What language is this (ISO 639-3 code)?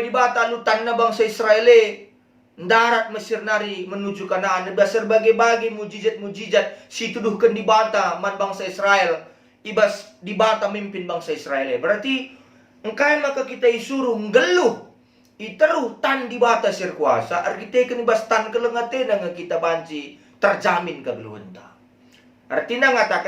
btx